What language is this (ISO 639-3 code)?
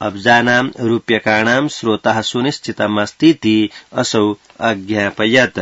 san